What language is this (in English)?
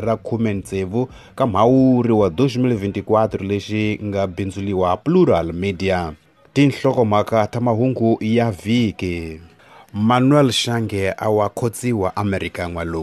Tsonga